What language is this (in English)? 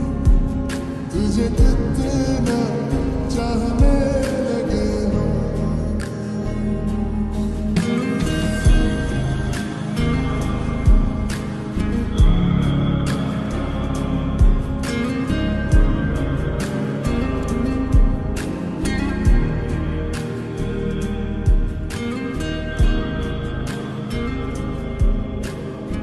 Hindi